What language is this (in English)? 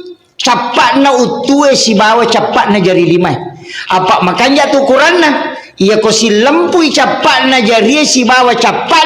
Buginese